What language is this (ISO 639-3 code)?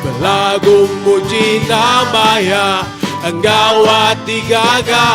iba